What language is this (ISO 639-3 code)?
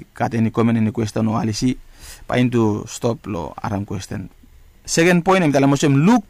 bis